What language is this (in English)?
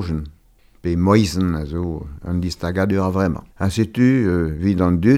Breton